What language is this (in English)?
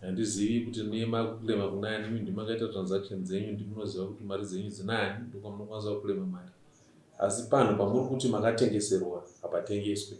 Shona